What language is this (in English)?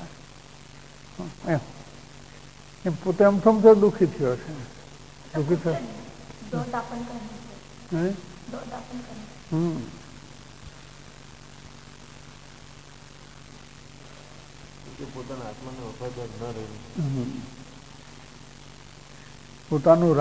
Gujarati